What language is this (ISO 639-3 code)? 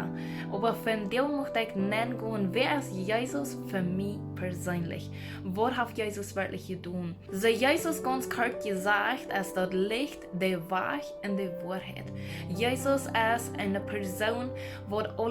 pdt